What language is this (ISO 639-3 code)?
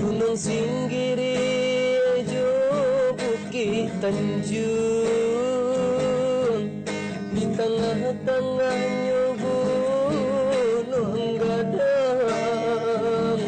min